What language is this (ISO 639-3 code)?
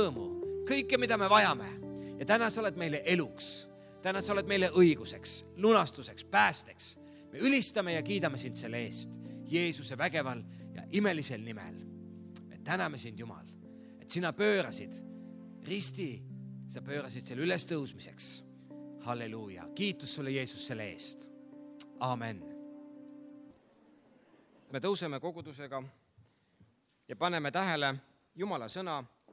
est